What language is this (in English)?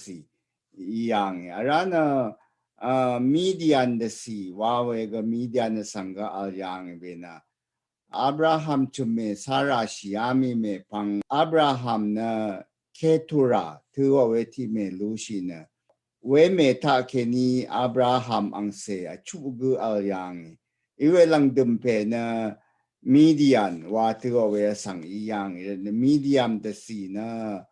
Rawang